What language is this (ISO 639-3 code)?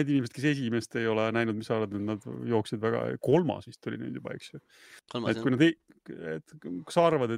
est